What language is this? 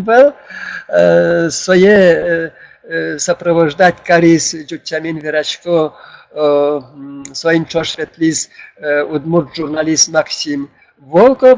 Udmurt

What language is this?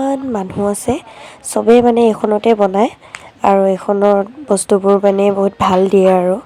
Assamese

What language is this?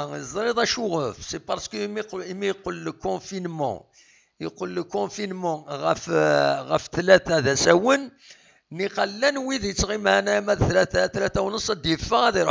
Kabyle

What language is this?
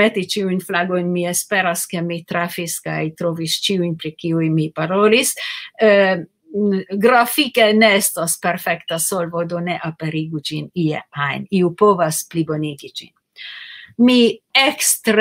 Esperanto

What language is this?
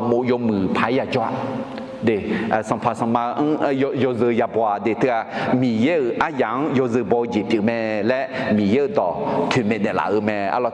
Akha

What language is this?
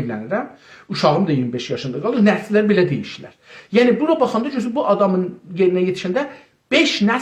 South Azerbaijani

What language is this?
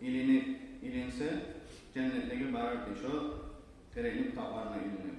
Kumyk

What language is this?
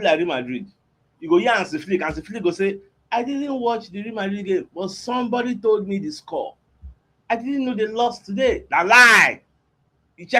Nigerian Pidgin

